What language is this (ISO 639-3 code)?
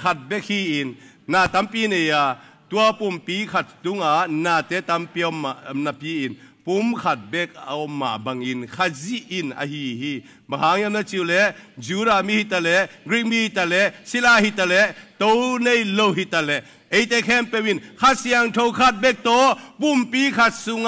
ctd